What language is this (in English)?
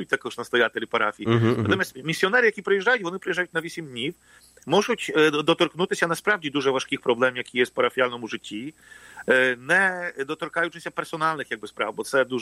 Ukrainian